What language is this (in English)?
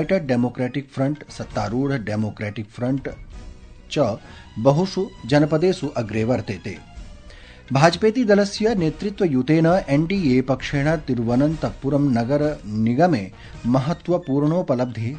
Sanskrit